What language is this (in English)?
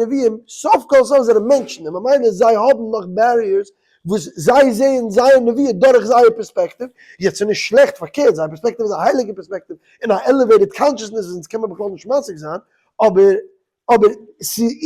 Yiddish